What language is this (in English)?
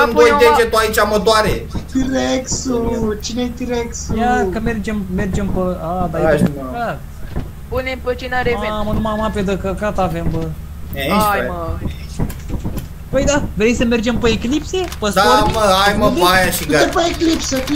Romanian